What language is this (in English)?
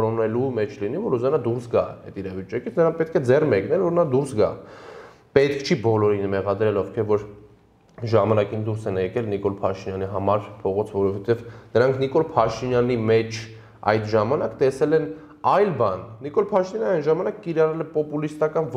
Armenian